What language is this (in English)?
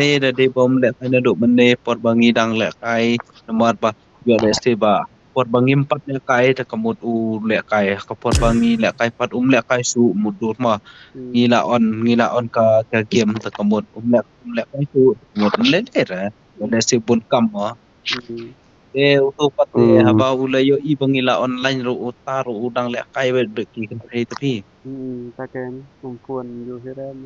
Khasi